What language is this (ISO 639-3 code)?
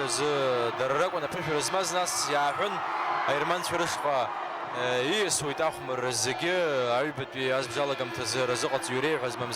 abk